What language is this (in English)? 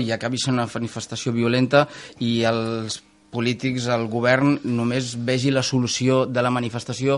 Catalan